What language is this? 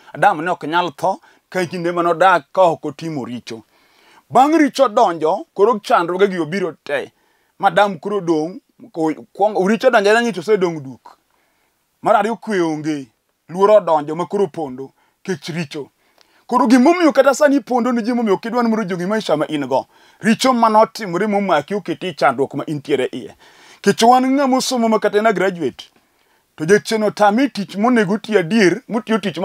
Luo (Kenya and Tanzania)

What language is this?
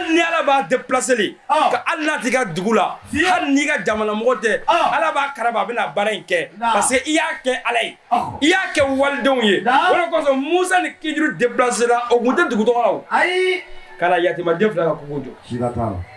Bambara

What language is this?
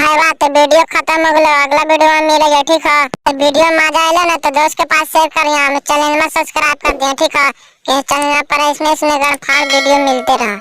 Magahi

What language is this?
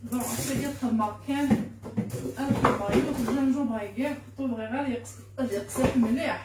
Kabyle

